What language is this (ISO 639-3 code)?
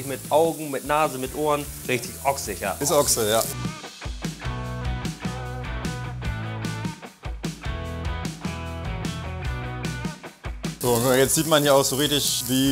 deu